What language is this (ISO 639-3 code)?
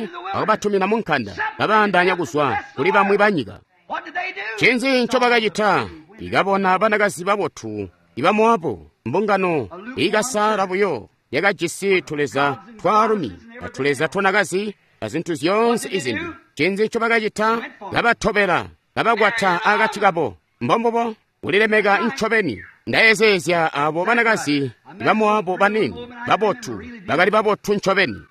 toi